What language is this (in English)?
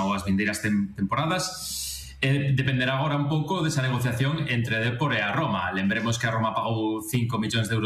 Galician